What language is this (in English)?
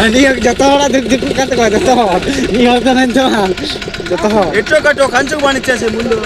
Santali